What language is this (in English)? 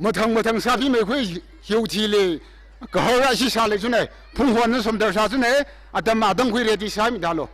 Tangkhul Naga (India)